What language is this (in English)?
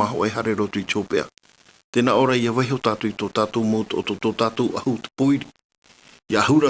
Tahitian